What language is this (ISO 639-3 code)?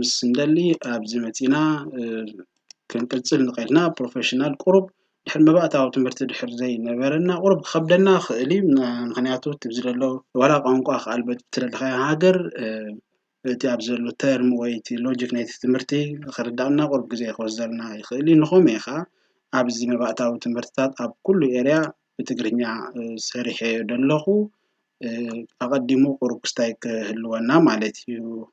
tir